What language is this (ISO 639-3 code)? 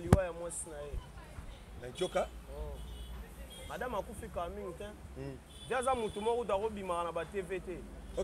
lin